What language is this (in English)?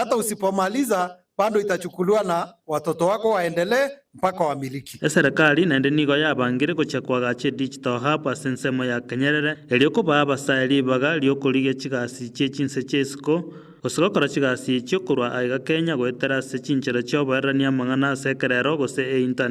Gusii